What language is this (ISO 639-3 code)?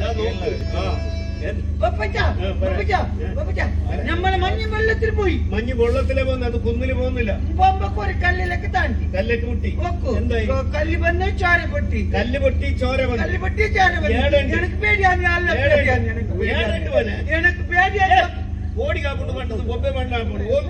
tcy